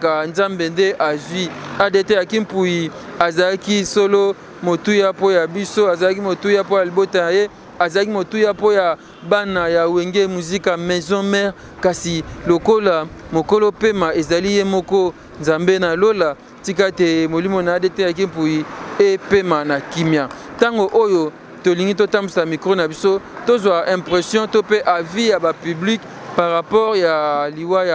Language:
Lingala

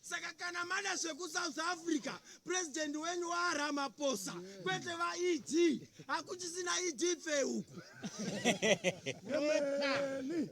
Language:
Shona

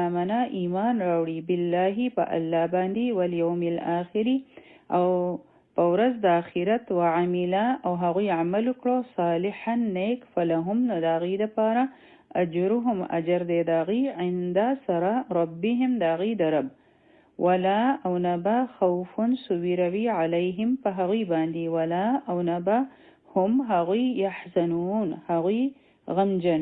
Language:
Pashto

